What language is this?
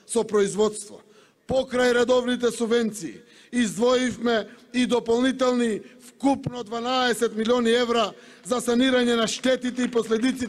Macedonian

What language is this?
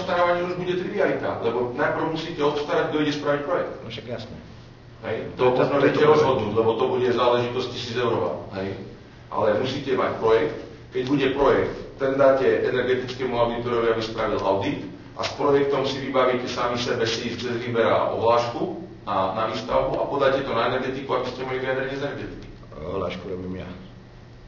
Slovak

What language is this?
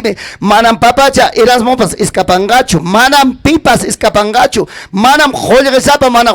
Ayacucho Quechua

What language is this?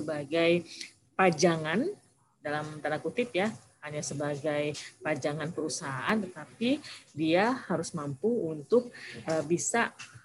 Indonesian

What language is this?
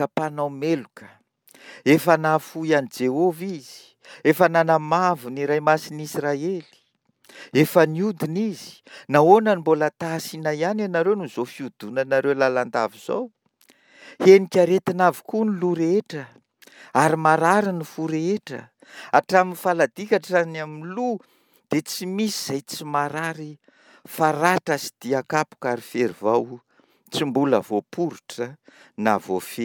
Malagasy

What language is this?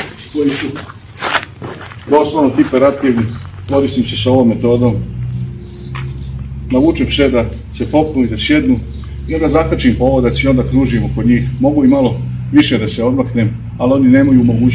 Croatian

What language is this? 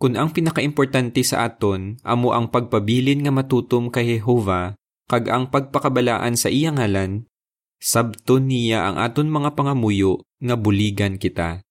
Hiligaynon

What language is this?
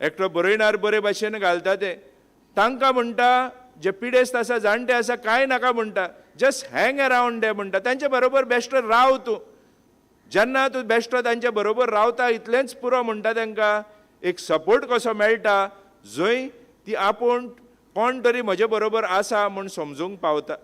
Konkani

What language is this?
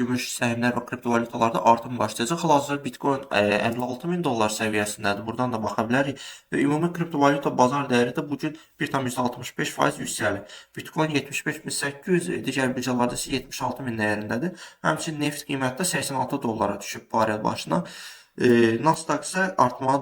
Azerbaijani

